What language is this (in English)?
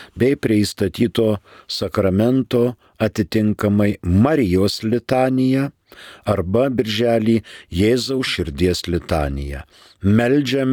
Lithuanian